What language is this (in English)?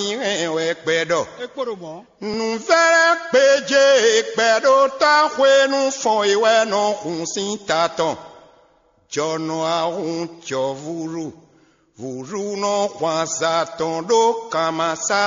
Fon